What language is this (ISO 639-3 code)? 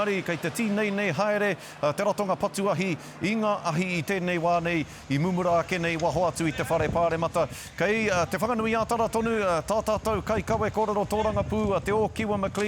mri